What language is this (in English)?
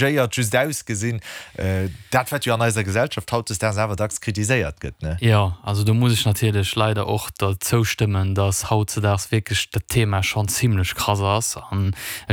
Luxembourgish